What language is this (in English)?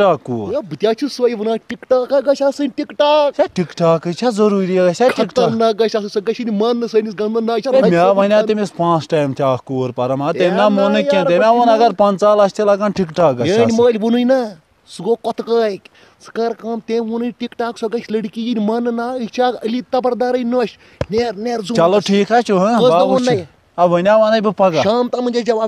Kashmiri